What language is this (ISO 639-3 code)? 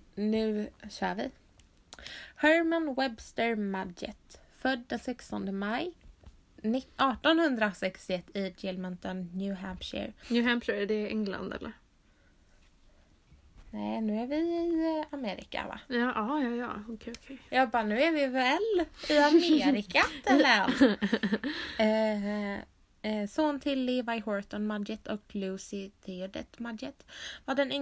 swe